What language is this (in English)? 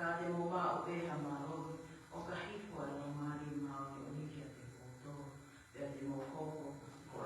Tongan